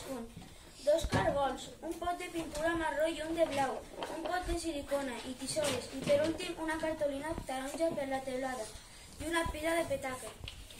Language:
Catalan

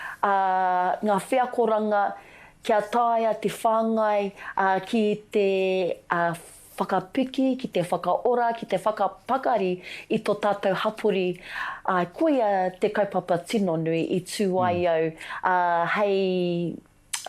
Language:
Māori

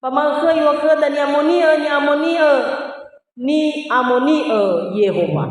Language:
Nias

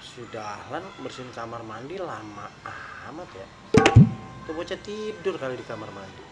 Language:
Betawi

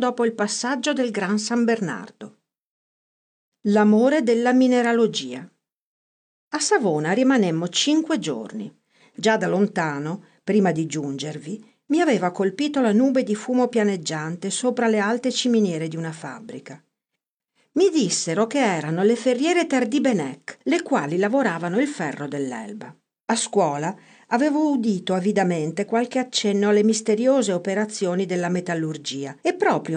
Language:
Italian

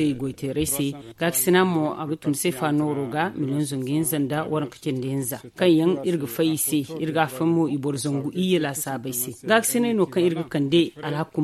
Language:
Zarma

